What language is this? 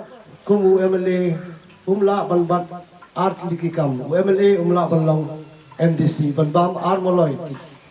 Khasi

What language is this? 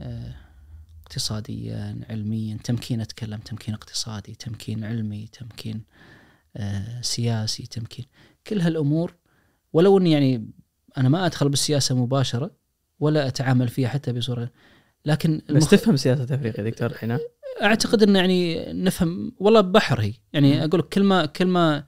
Najdi Arabic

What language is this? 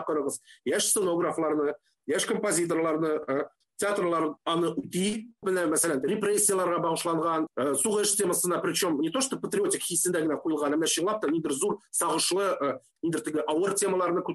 Tatar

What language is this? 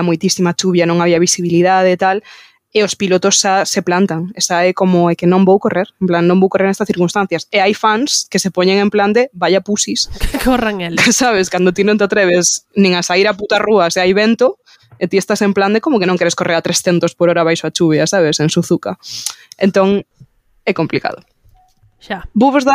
Galician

